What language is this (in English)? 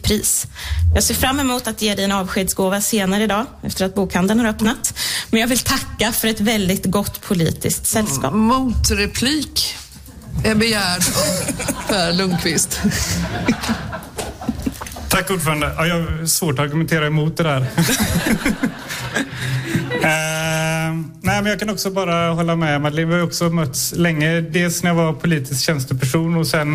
Swedish